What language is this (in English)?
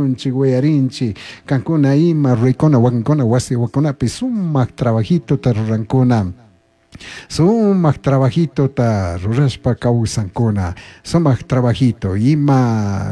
Chimborazo Highland Quichua